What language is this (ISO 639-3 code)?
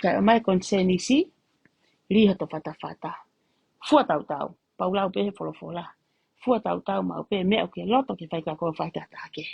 ton